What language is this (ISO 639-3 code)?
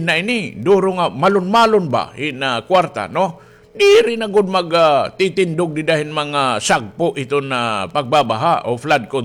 war